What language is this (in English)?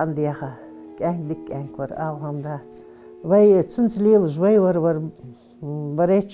Ingush